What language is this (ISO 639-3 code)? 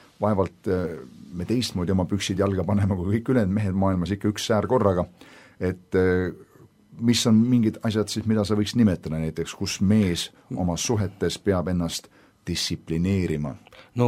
est